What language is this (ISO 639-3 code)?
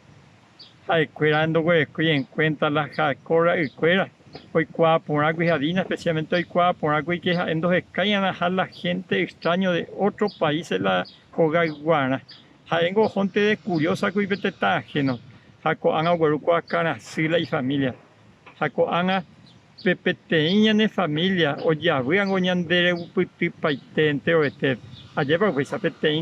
grn